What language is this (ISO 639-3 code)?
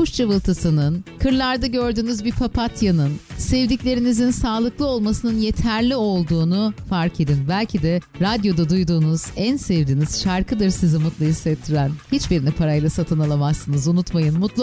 tur